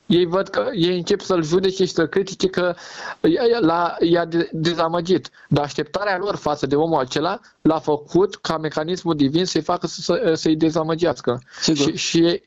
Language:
Romanian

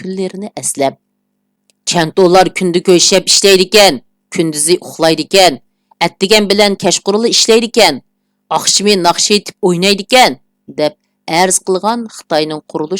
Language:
Uyghur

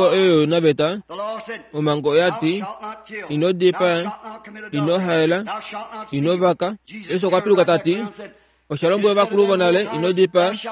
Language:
Kuanyama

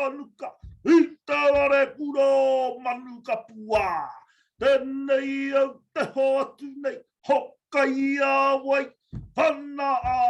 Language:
Māori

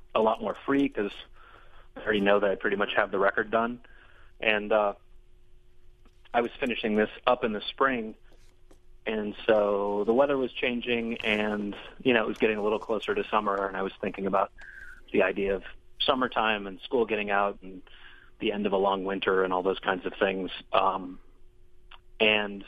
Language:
English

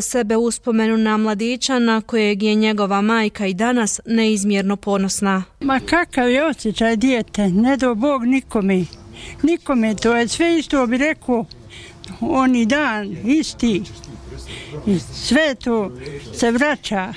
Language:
Bosnian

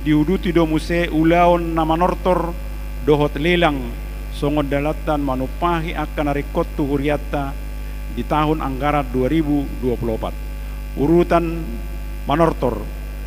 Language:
Batak Toba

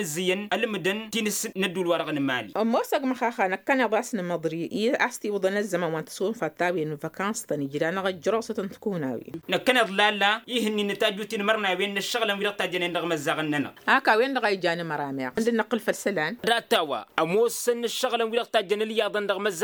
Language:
Tamasheq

